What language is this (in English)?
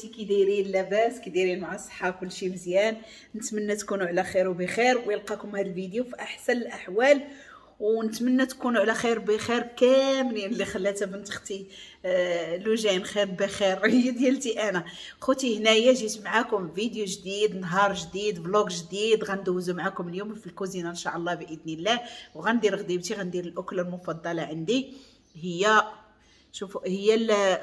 Moroccan Arabic